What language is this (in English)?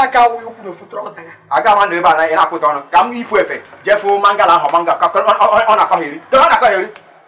Igbo